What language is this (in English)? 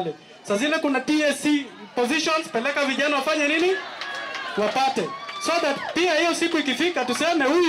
Kikuyu